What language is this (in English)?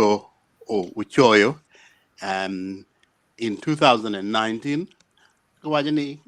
Acoli